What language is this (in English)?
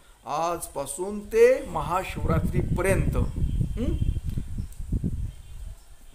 Marathi